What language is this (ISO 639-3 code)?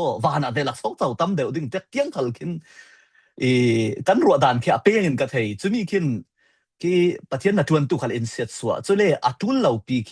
cfm